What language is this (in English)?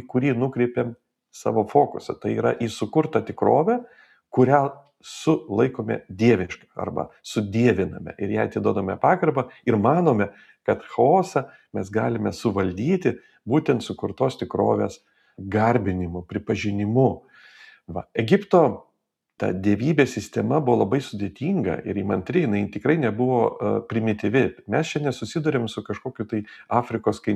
Lithuanian